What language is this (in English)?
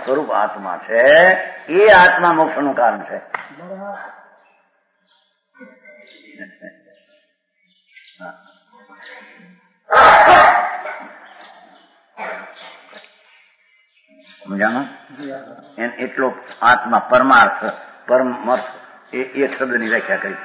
Gujarati